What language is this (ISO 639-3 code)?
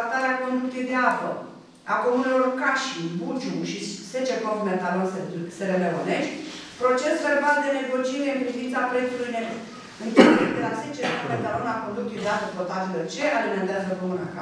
ron